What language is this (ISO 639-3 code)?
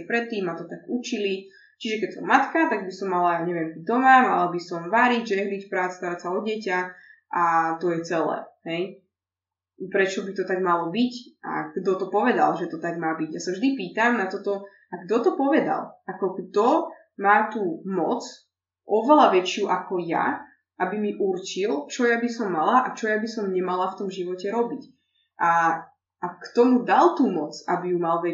slk